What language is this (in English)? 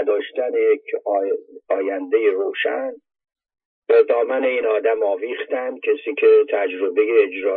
Persian